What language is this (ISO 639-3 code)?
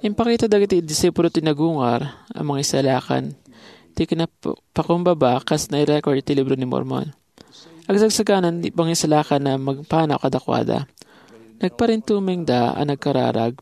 ilo